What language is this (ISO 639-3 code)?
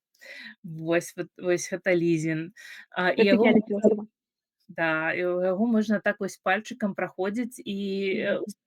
bel